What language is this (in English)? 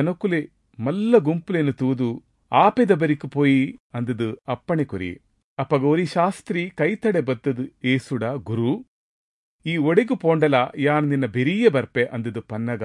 Tulu